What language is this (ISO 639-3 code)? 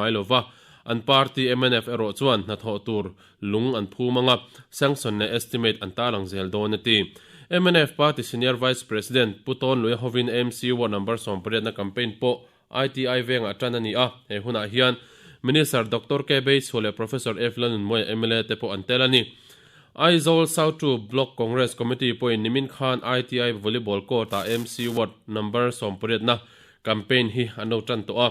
lus